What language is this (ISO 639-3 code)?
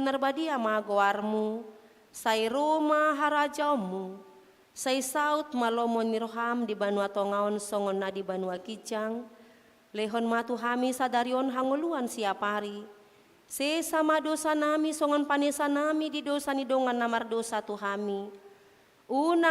bbc